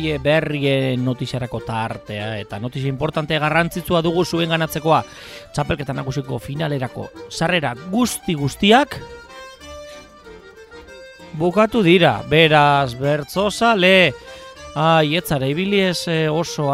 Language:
Basque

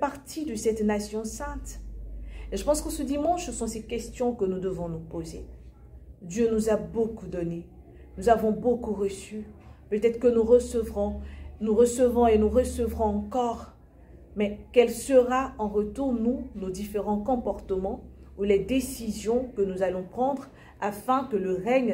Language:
French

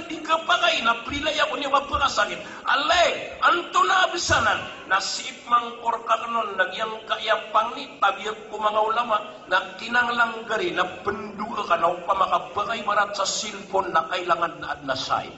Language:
Maranao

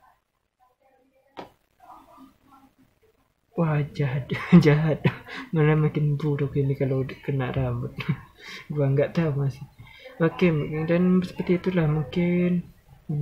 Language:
Indonesian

